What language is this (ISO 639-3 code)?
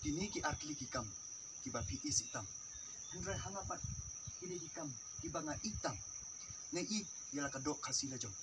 kha